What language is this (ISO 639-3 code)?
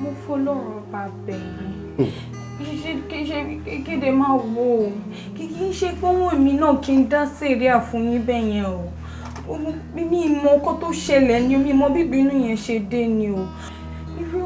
yor